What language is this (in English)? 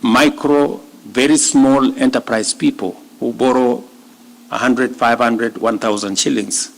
Kamba